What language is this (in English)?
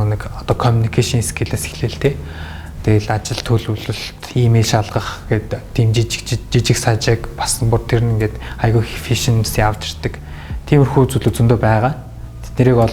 Mongolian